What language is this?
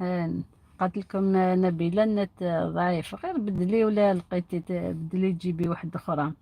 Algerian Arabic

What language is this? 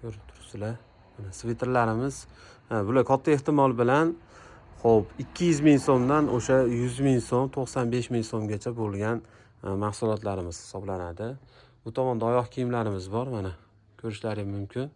Uzbek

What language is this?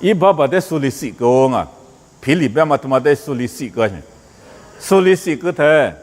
Lisu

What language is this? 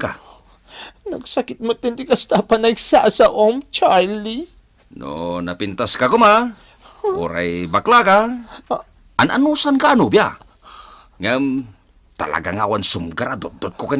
Iloko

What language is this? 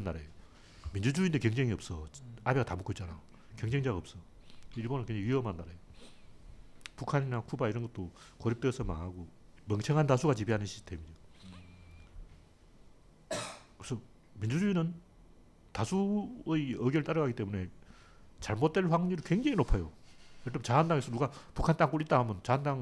Korean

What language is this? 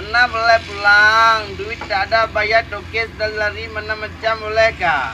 Achinese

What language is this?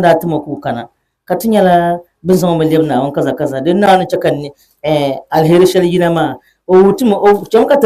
Dagbani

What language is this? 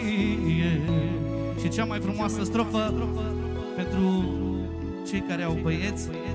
Romanian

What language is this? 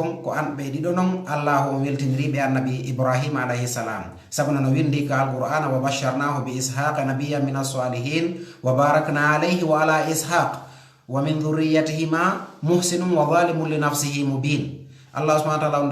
Fula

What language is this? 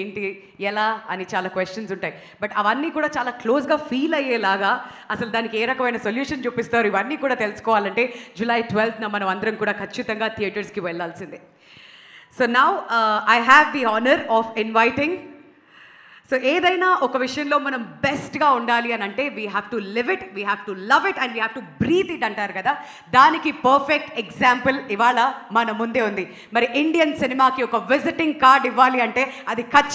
Telugu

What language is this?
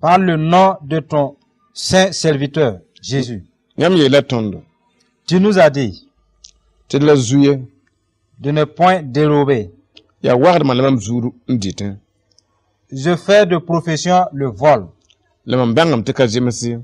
Mossi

